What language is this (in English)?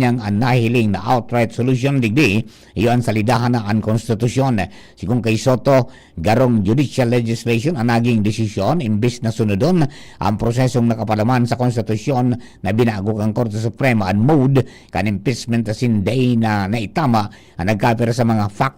Bikol